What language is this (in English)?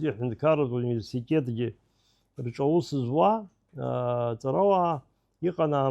Abkhazian